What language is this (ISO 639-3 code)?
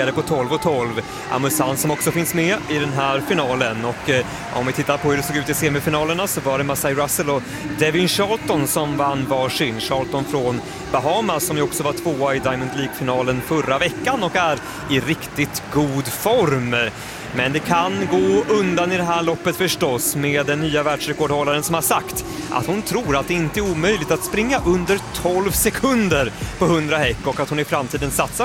swe